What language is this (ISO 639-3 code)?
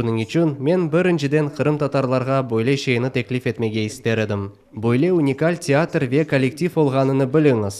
crh